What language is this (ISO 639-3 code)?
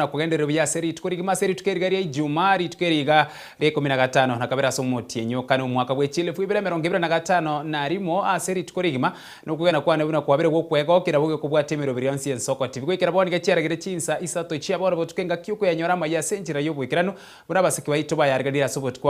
guz